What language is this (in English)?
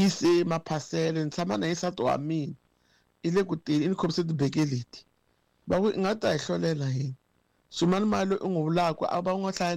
Tsonga